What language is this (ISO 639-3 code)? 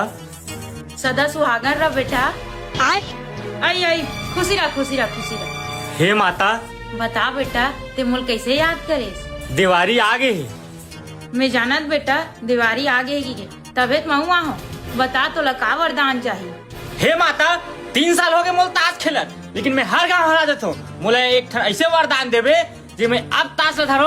hne